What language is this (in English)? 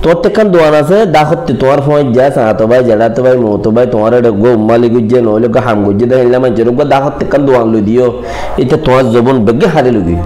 Rohingya